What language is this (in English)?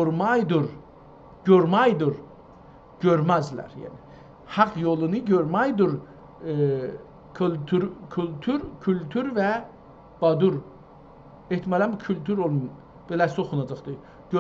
South Azerbaijani